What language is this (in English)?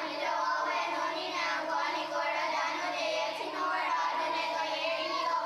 Mohawk